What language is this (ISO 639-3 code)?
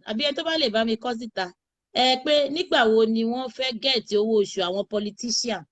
yor